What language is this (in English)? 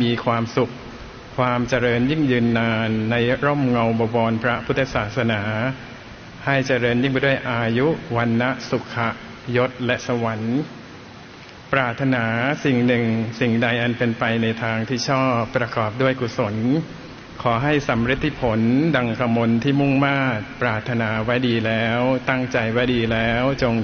Thai